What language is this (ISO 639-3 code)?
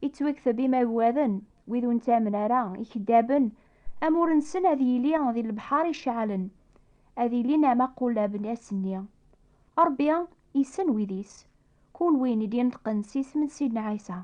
kab